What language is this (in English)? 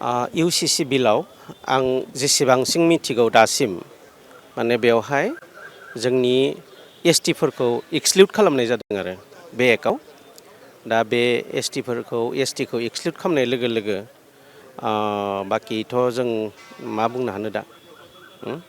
Bodo